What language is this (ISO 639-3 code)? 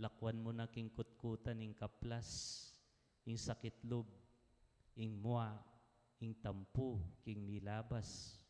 pam